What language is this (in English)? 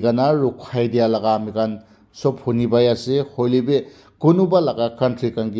Naga Pidgin